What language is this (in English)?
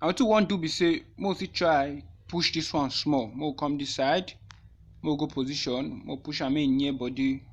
Nigerian Pidgin